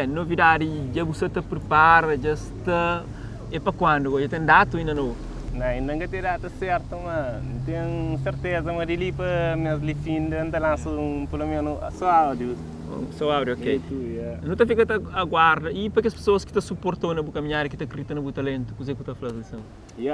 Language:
Kabuverdianu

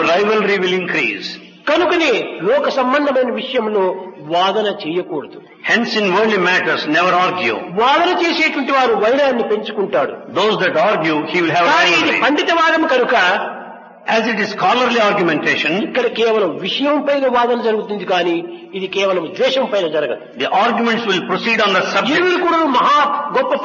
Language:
Telugu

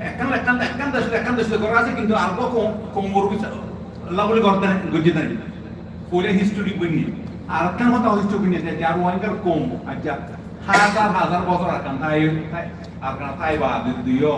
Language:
Rohingya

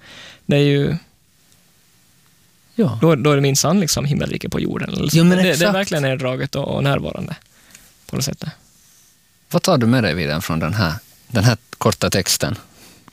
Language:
Swedish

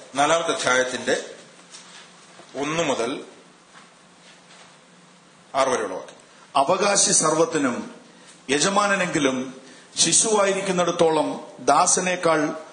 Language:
Malayalam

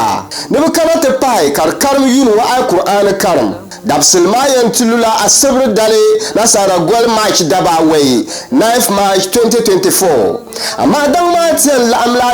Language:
Dagbani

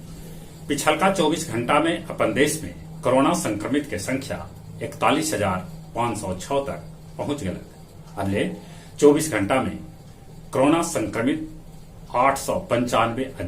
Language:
Magahi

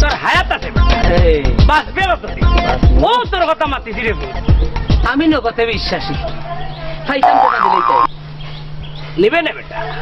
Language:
Sylheti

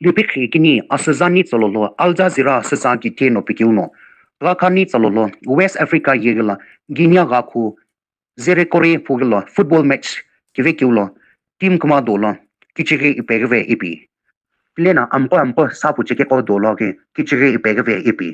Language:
Sumi Naga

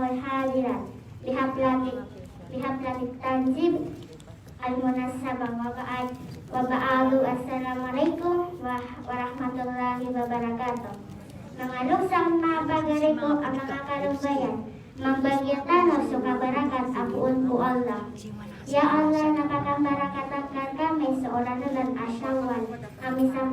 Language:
Maranao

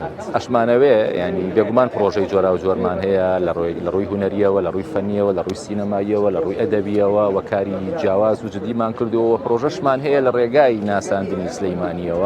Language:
Central Kurdish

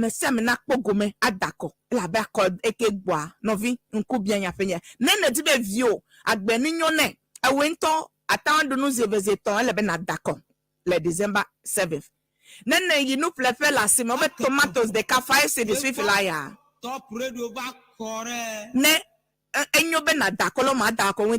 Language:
Ewe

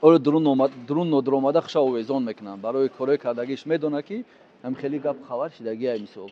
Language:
Tajik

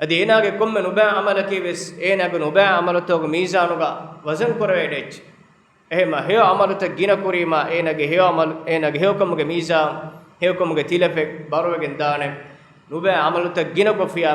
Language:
Divehi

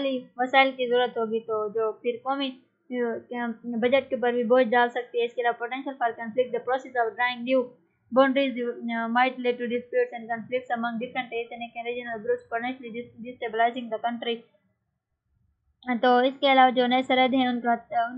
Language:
Urdu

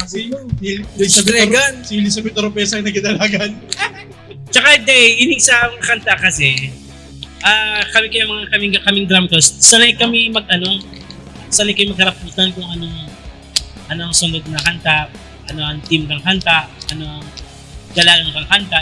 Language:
Bikol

